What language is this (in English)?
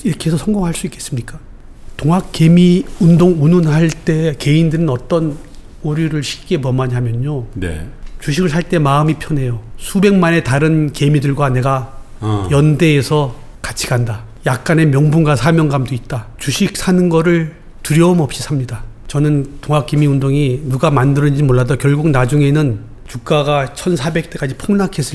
Korean